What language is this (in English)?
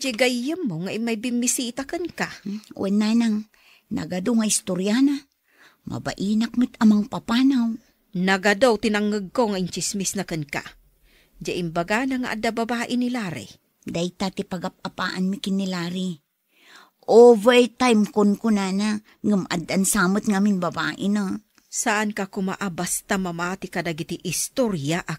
Iloko